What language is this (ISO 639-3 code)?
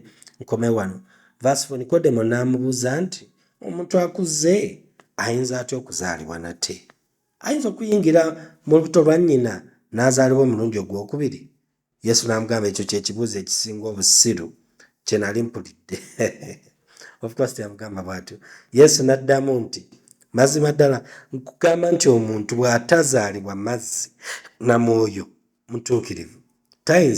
lug